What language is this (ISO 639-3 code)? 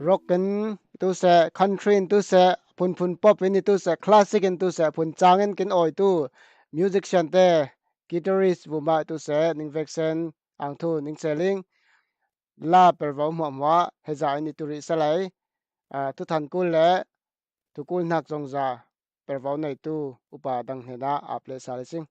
cfm